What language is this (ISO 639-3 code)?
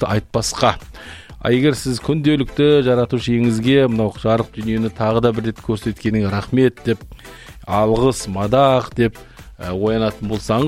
kaz